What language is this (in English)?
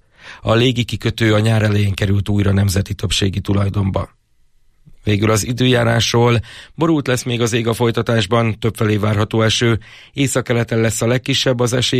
Hungarian